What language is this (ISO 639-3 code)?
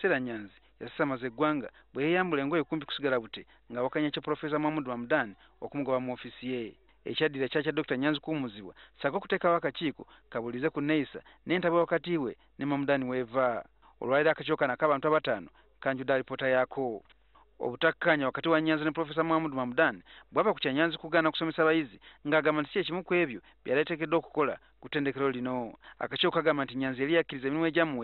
lug